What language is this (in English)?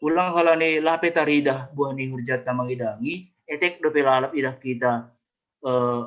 Batak Simalungun